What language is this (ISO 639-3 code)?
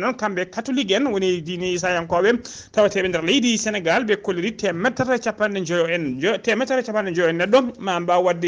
ful